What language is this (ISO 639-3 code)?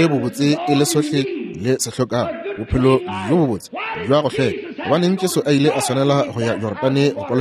nso